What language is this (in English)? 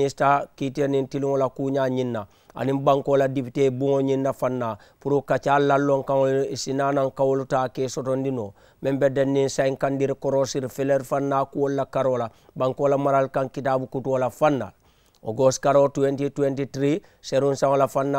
Mandingo